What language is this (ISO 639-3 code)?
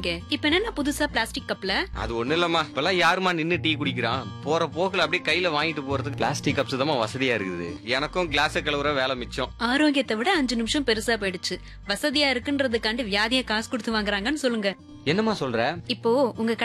tam